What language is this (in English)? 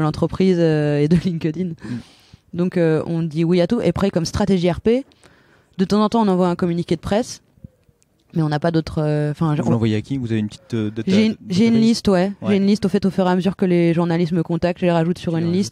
French